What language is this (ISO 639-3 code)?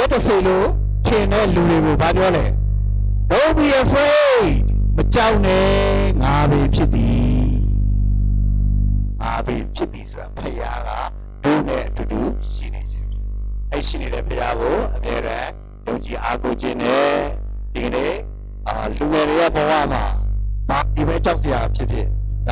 mya